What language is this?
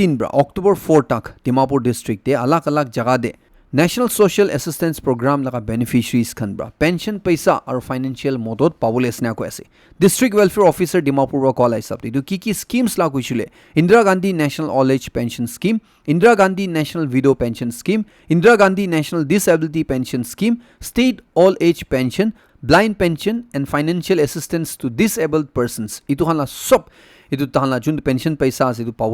Naga Pidgin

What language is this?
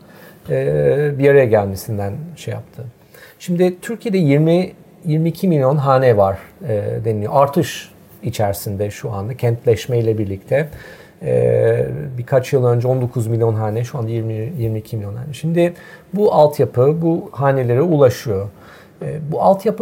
Turkish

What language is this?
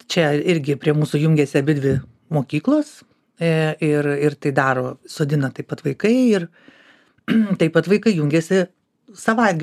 Lithuanian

